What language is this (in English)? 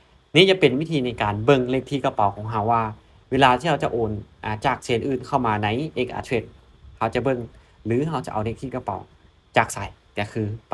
Lao